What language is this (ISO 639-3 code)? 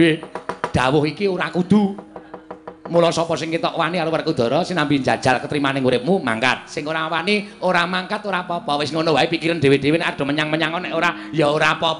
jav